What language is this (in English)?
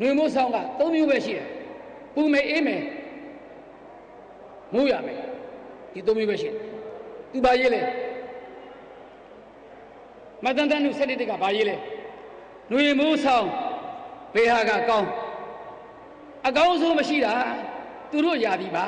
Burmese